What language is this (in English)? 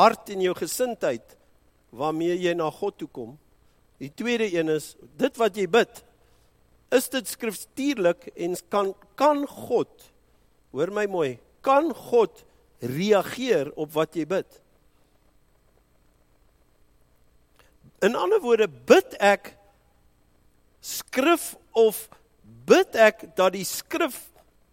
Afrikaans